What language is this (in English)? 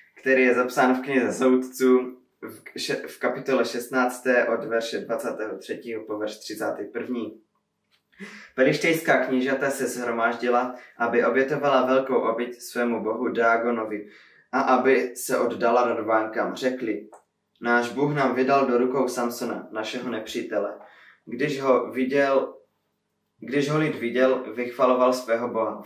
Czech